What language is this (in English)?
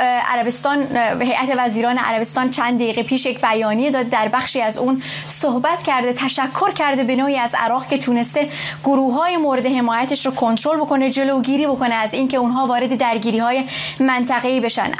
Persian